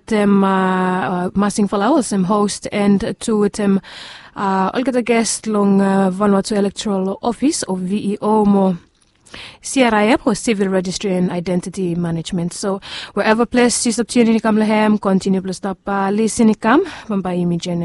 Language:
Bislama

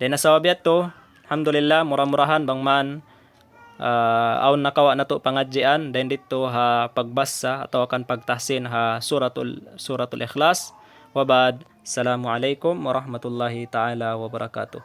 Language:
Tausug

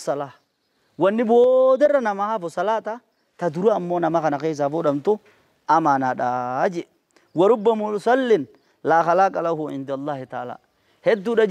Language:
Oromo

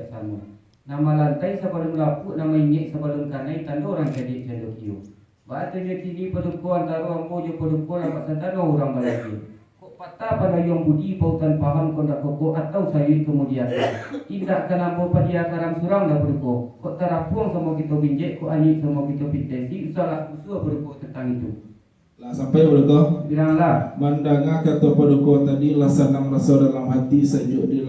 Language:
Minangkabau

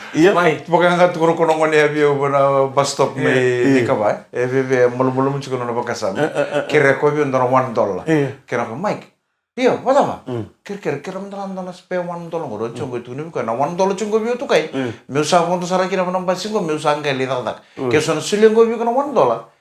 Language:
Fijian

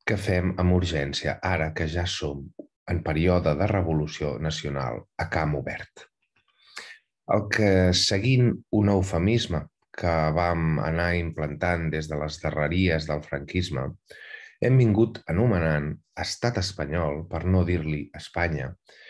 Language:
Catalan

